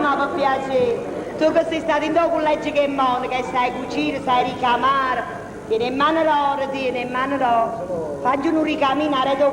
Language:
Neapolitan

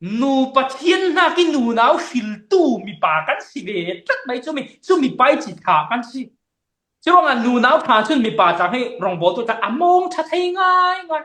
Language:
Falam Chin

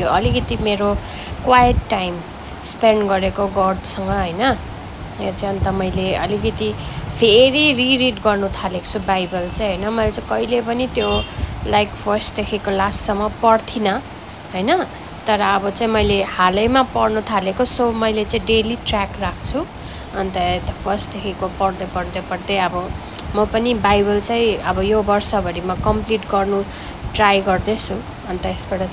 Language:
Nepali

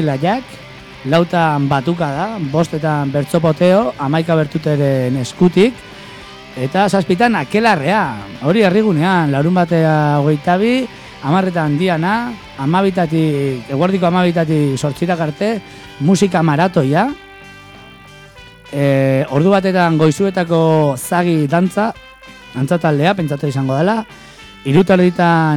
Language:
Basque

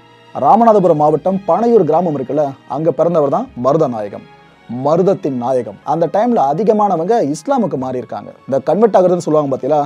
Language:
Tamil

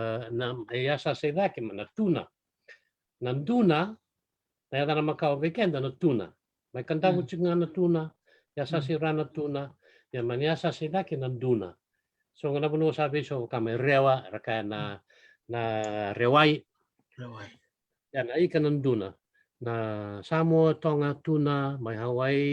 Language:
Fijian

